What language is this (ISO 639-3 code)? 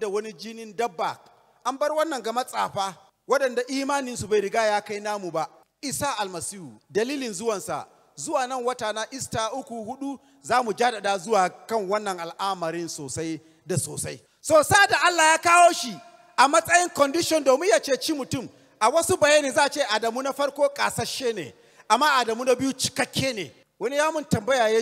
hau